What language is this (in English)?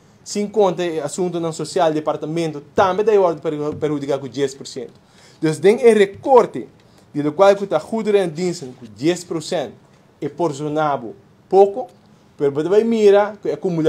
Papiamento